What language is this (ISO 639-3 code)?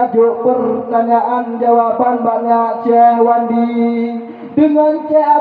ace